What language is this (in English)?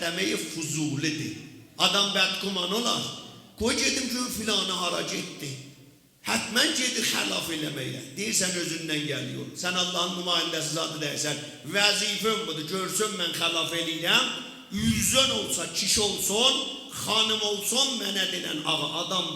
South Azerbaijani